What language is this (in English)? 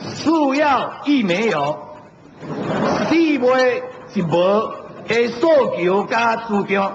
Min Nan Chinese